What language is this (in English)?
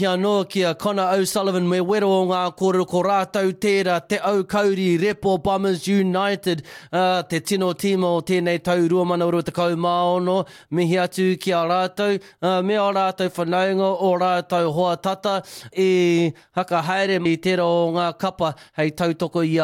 Māori